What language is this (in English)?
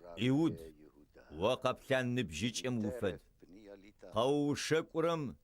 Adyghe